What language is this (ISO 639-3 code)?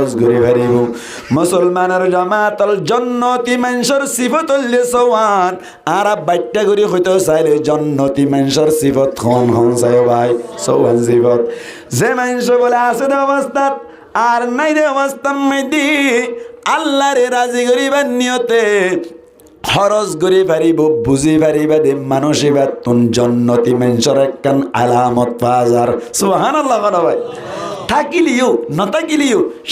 rhg